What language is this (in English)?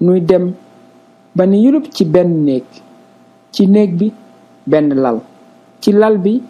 Wolof